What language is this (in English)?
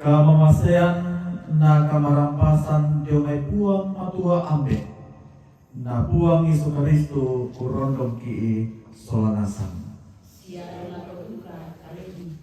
Toraja-Sa'dan